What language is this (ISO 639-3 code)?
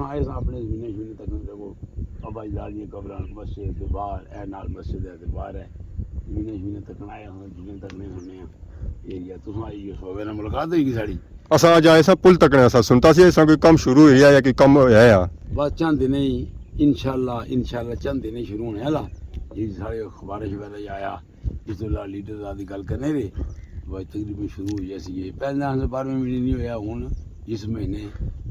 phr